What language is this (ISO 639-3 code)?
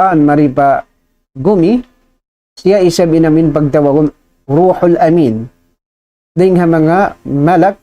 tsg